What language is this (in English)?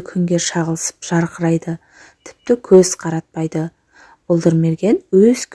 Kazakh